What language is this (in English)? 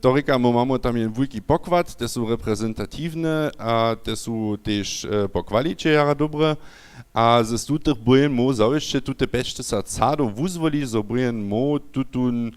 Upper Sorbian